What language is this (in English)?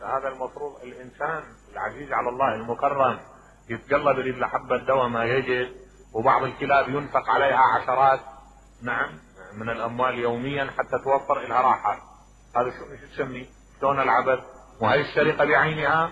Mesopotamian Arabic